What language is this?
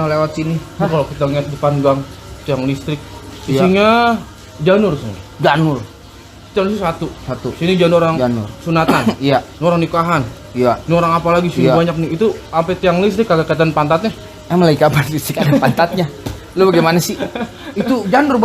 Betawi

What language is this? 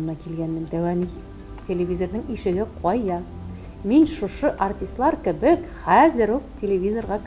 Tatar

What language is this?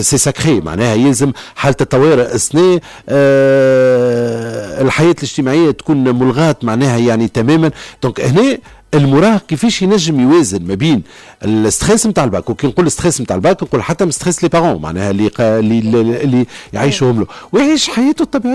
Tunisian Arabic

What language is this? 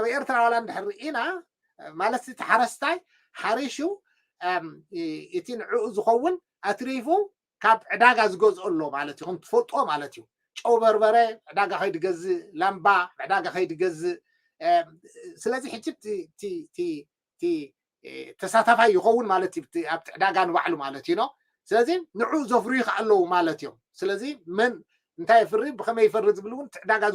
Tigrinya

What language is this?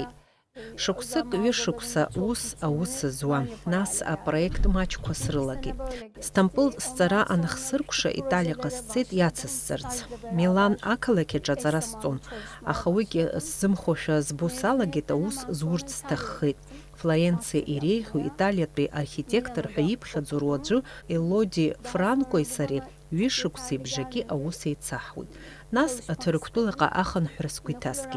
Abkhazian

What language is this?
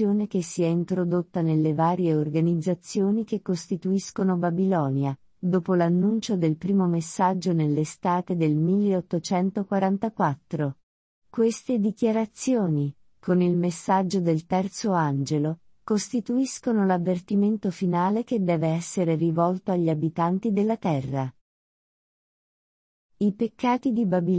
Italian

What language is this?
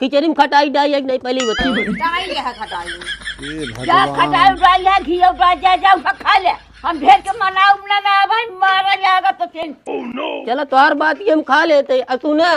Awadhi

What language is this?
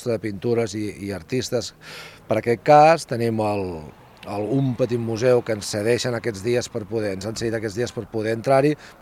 Catalan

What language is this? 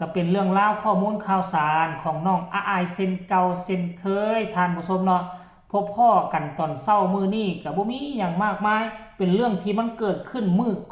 Northeastern Thai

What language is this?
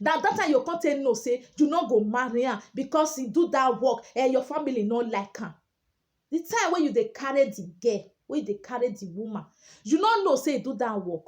Nigerian Pidgin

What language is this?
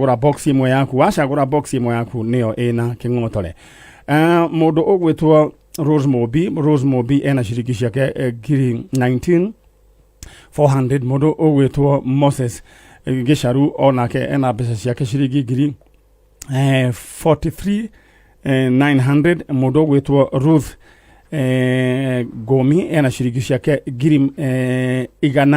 Kikuyu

